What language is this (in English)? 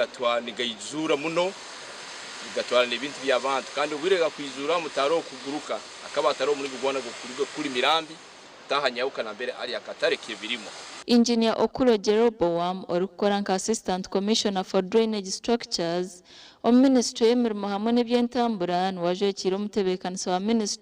Nyankole